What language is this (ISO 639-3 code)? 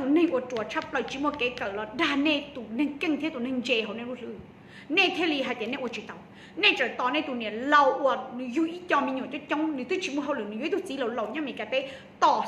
hmn